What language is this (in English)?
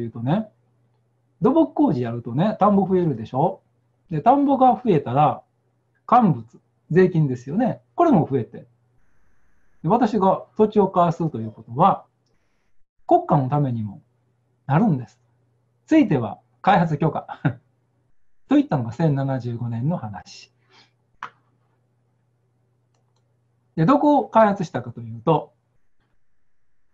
Japanese